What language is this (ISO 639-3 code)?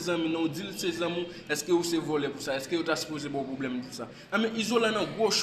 hat